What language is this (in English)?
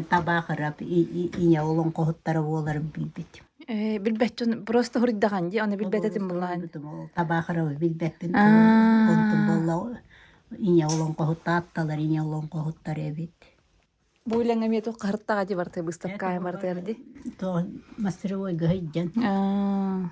Yakut